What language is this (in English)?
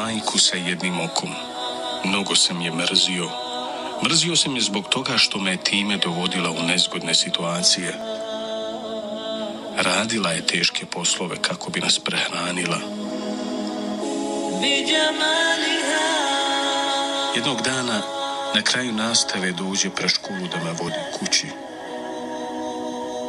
Bosnian